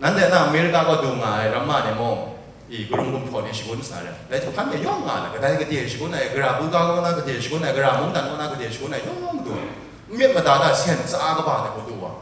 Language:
Kachin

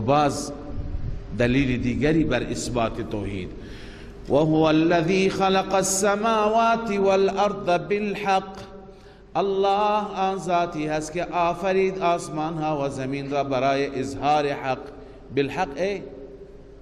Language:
Persian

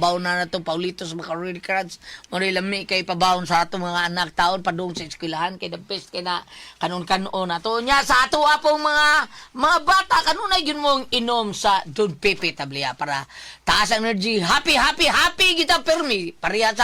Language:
Cebuano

